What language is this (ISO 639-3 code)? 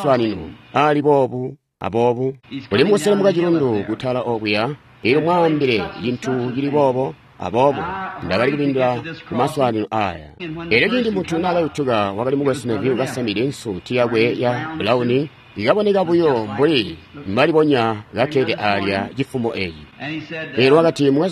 toi